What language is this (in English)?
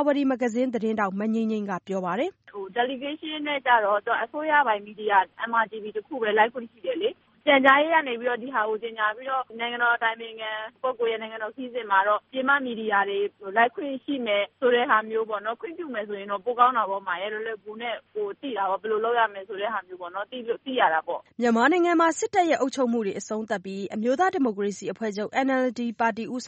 Burmese